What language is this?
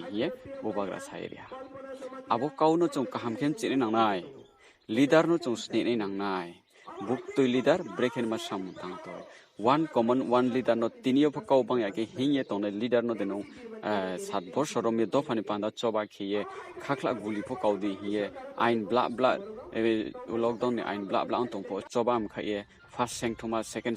Riang (India)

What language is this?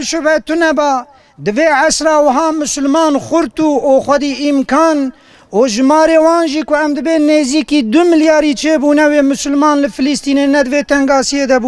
Kurdish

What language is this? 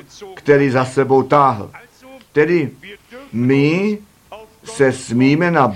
Czech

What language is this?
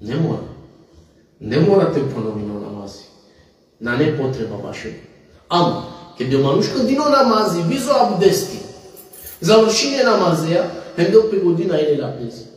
Balkan Romani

